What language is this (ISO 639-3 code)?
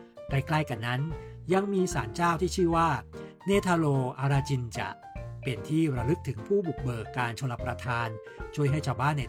tha